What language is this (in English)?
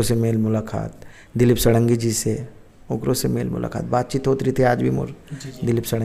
Chhattisgarhi